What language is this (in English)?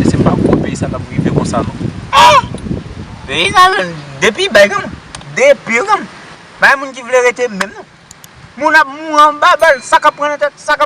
Haitian Creole